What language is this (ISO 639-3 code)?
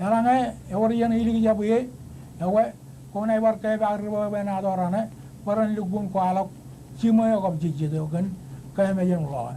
mah